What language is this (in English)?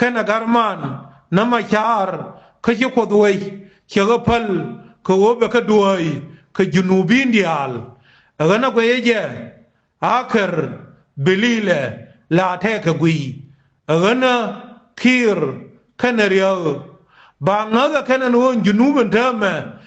Nuer